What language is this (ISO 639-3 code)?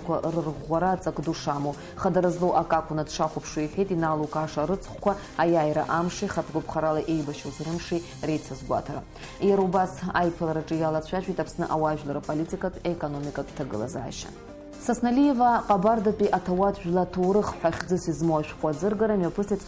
abk